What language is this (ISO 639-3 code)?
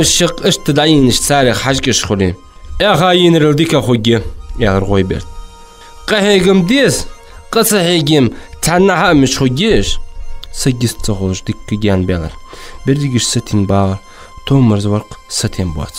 inh